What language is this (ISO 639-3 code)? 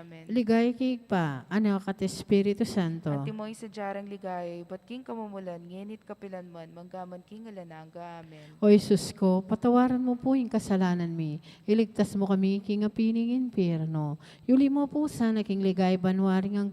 pam